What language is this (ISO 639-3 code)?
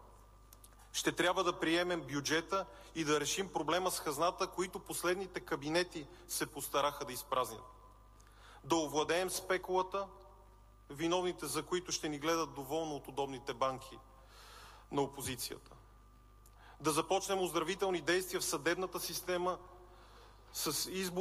bul